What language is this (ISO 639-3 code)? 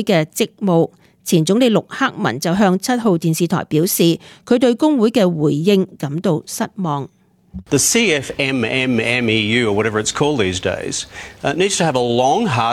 yue